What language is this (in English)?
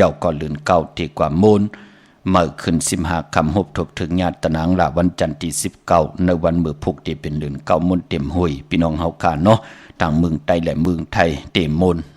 Shan